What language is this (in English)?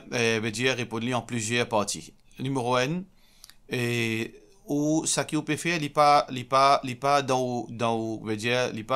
Morisyen